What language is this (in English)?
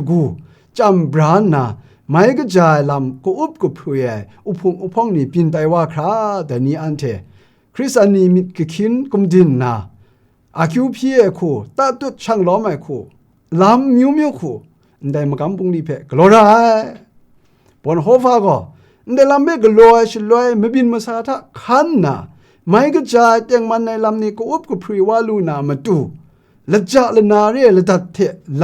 Kachin